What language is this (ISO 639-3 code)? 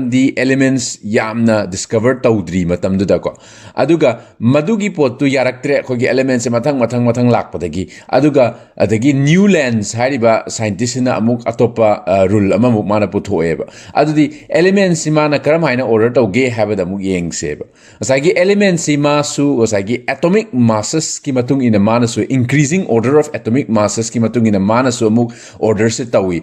mni